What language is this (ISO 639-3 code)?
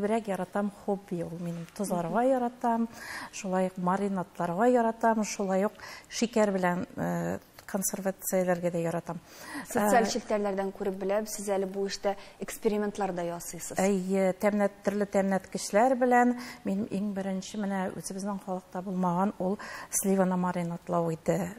tat